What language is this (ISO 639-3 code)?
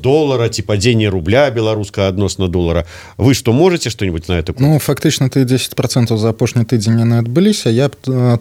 bel